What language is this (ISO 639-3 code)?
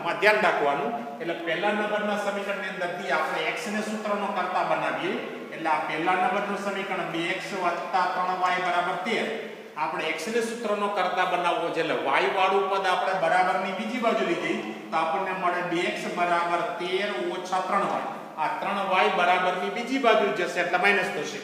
guj